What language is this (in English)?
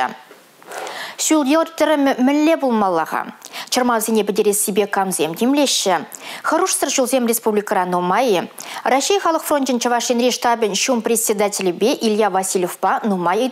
Chuvash